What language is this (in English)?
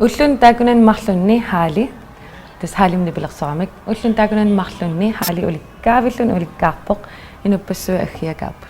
Kalaallisut